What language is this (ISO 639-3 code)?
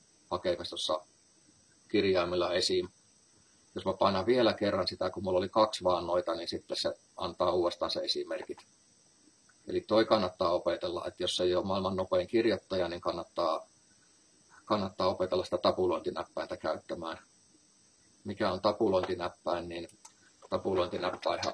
fin